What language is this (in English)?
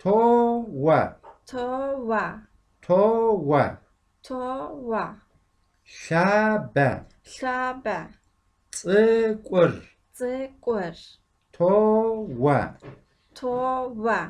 Kabardian